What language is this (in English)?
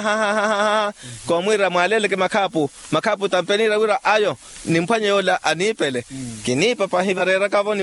Makhuwa